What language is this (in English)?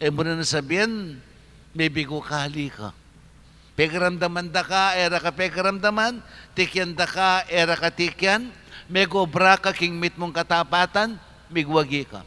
Pampanga